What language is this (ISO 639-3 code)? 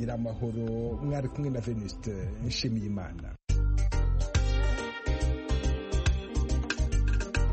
kin